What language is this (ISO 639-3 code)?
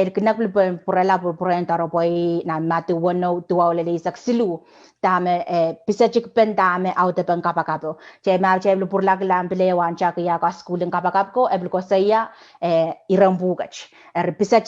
pon